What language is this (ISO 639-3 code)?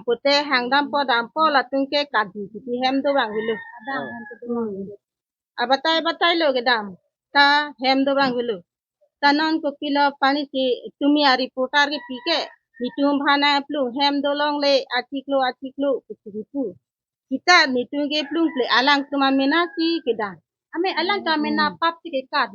mjw